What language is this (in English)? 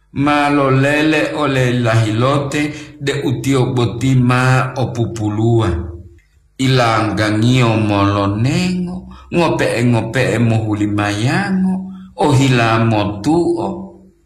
Gorontalo